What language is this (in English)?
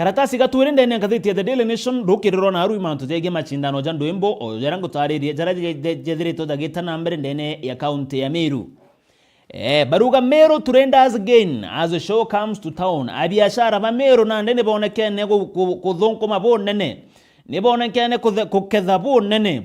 Meru